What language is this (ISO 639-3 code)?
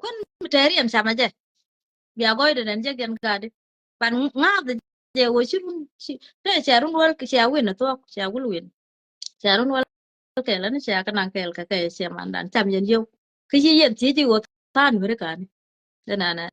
nus